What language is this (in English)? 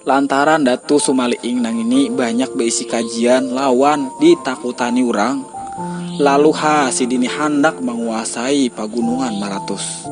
Banjar